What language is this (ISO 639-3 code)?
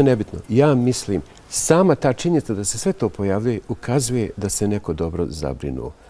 bos